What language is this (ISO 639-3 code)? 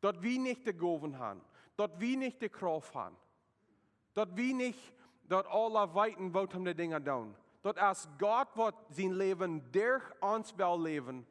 pdt